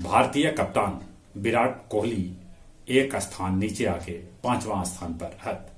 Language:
Magahi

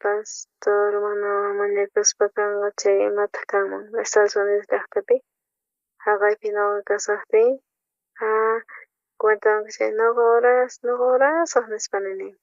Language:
South Bolivian Quechua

